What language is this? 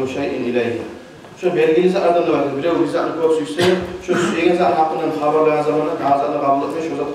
Kumyk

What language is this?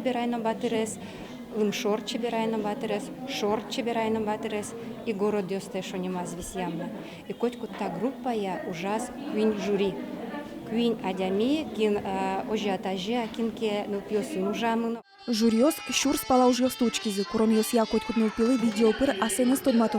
Udmurt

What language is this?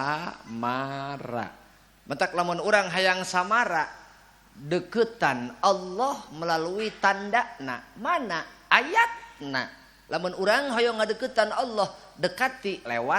Sundanese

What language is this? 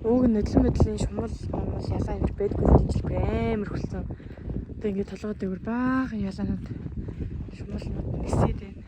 Mongolian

